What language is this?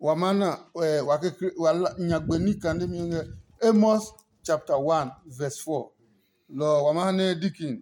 Adangme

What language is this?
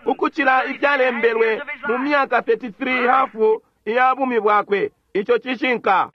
Bemba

